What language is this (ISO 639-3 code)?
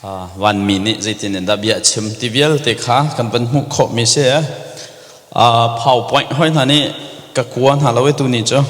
cnh